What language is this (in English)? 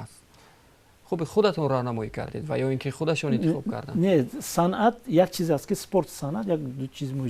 Tajik